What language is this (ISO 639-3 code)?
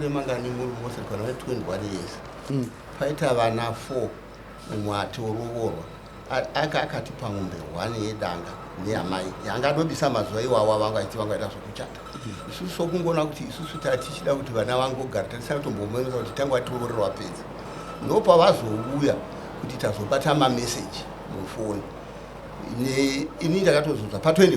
sna